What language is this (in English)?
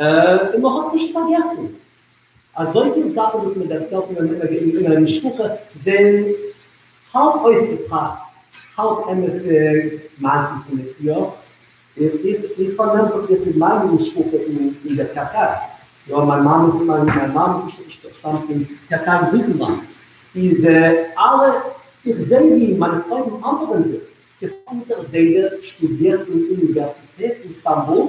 Yiddish